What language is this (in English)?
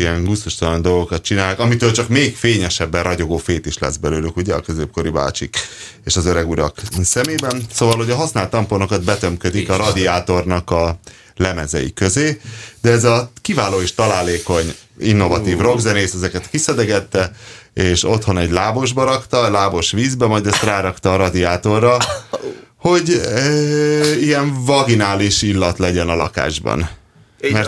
Hungarian